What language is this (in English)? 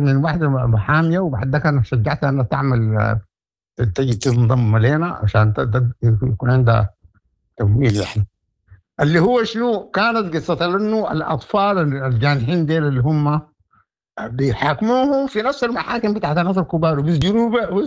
Sudanese Arabic